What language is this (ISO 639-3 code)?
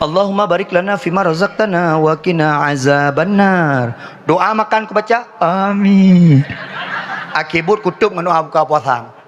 ace